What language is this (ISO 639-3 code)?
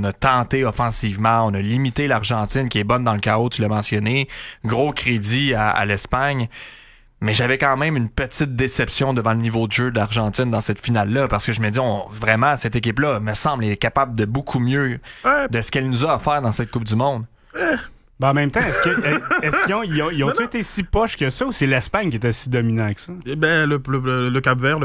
fra